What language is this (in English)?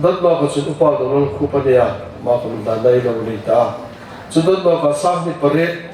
Hmar